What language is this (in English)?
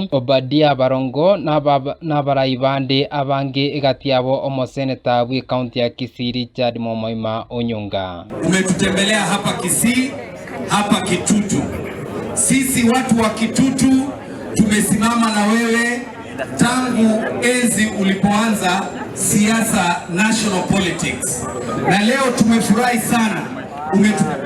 Gusii